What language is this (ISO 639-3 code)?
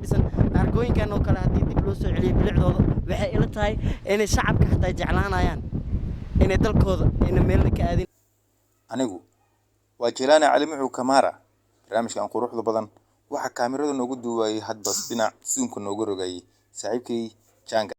som